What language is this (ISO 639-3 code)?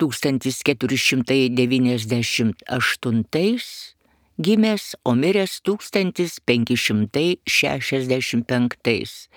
lit